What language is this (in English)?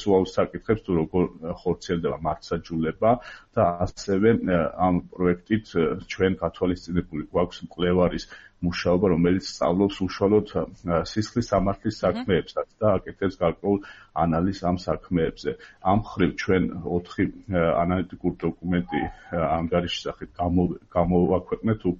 Georgian